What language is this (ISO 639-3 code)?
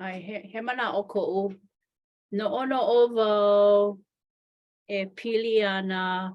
haw